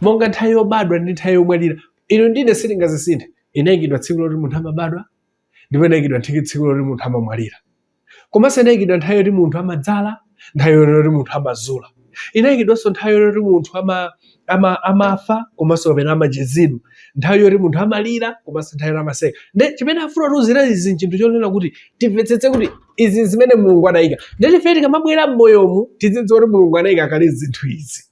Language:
Nyanja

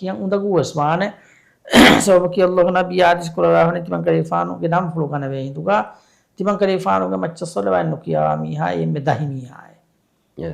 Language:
Divehi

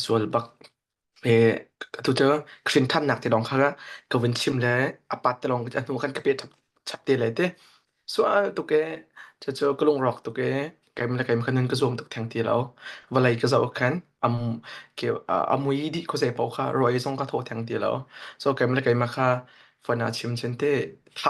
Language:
Hakha Chin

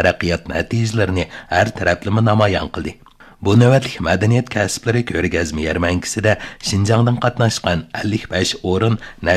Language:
Uyghur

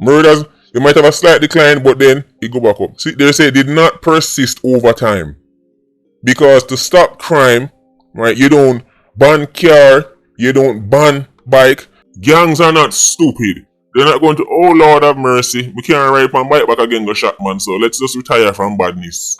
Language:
Jamaican Creole English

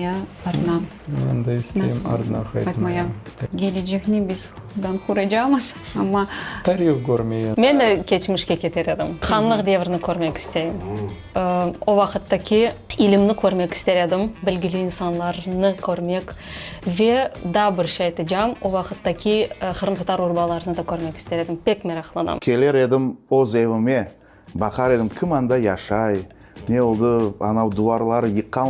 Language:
Crimean Tatar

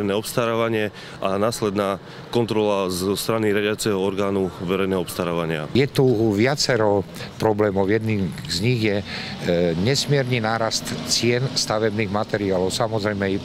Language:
Slovak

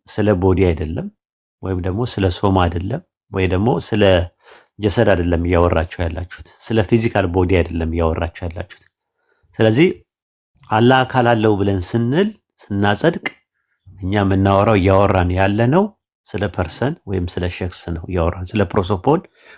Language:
Amharic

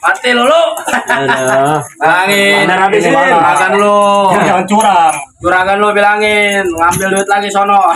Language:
Betawi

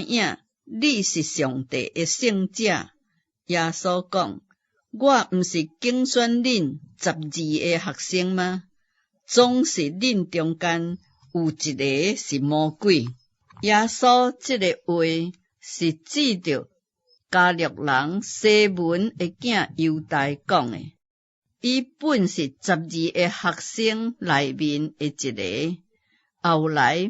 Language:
Min Nan Chinese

